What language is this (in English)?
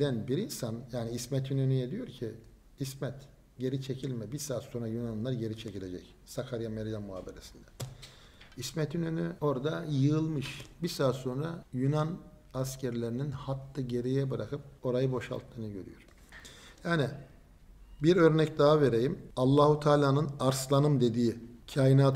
Turkish